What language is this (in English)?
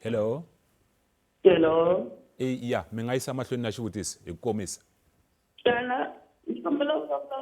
Tsonga